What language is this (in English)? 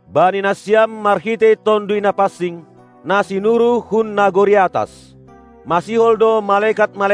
Batak Simalungun